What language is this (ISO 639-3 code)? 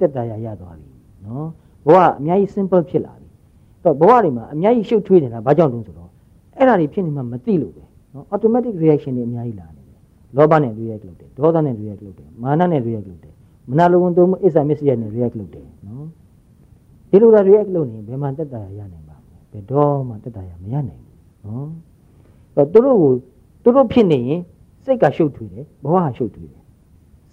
mya